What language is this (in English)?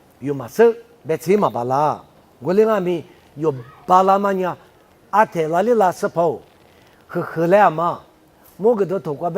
Lisu